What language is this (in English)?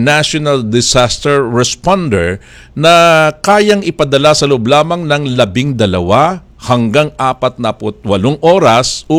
Filipino